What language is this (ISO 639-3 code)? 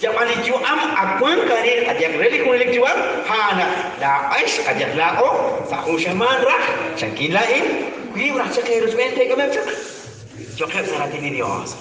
kek